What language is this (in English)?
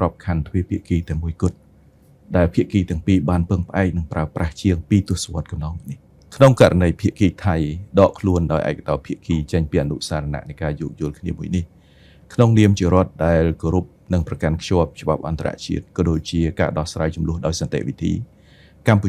Khmer